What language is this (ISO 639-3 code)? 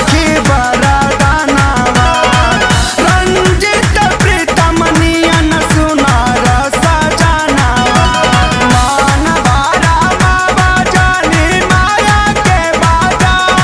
bho